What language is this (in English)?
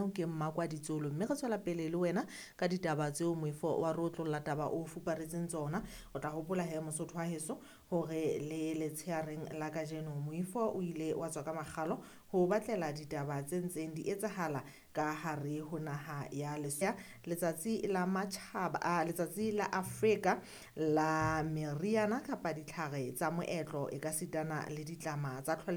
Southern Sotho